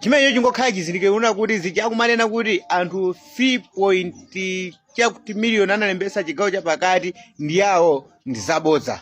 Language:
Nyanja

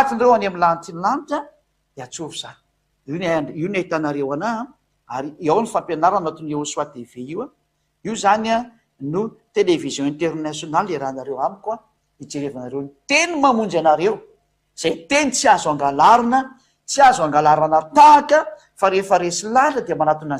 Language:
Malagasy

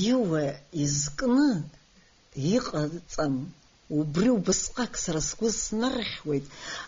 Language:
Abkhazian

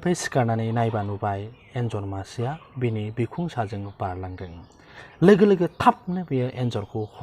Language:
Bodo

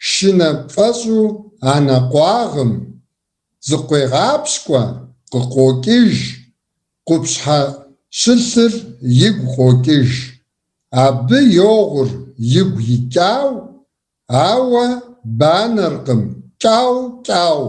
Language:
Kabardian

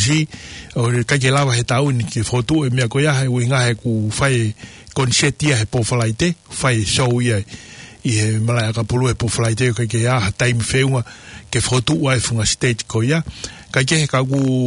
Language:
Tongan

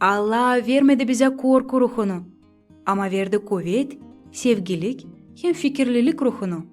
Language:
Gagauz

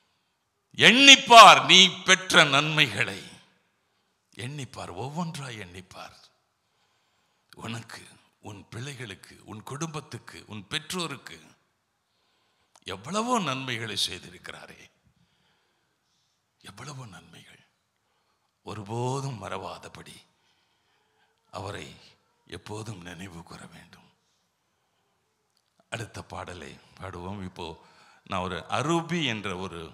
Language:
Tamil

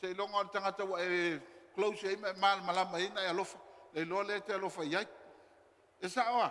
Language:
Samoan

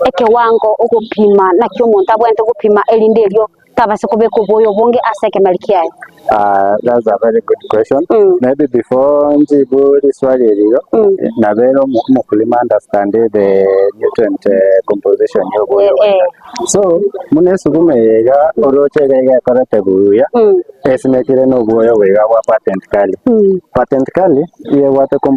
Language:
Gusii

